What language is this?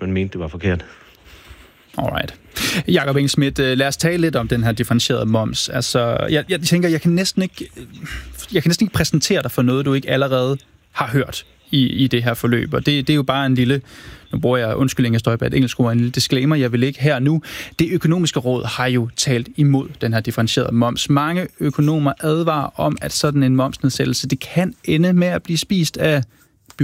Danish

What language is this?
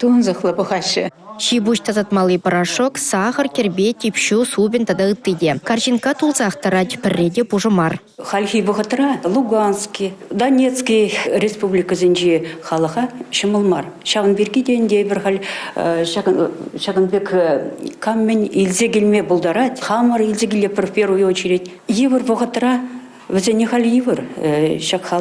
Chuvash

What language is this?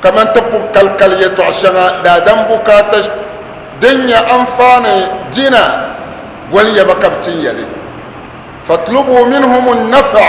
Dagbani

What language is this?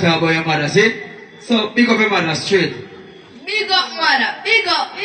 Jamaican Creole English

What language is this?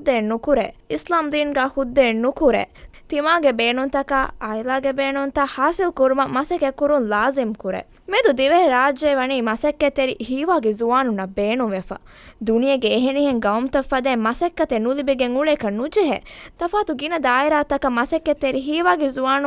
Divehi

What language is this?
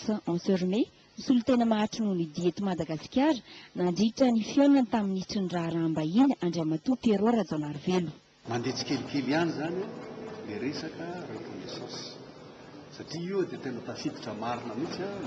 Malagasy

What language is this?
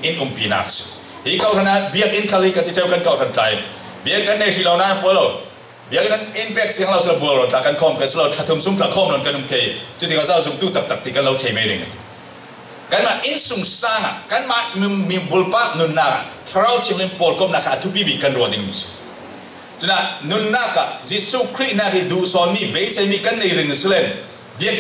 Falam Chin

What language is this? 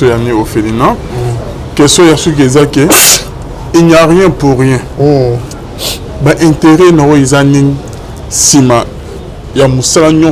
Lingala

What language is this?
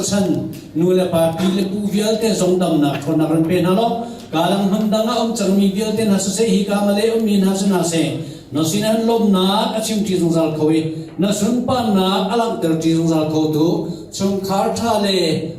Hakha Chin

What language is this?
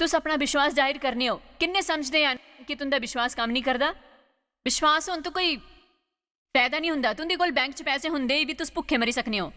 Dogri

